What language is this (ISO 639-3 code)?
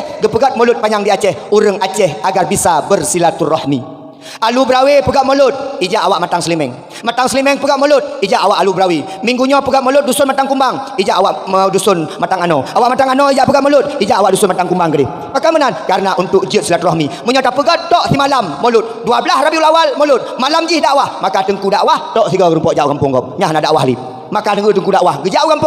ace